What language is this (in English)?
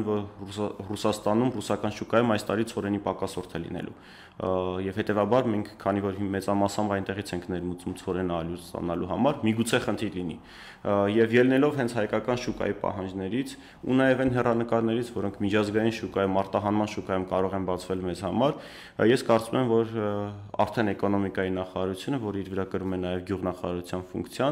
Armenian